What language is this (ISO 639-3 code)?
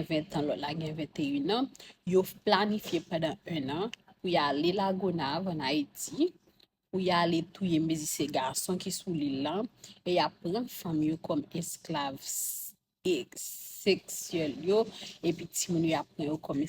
hat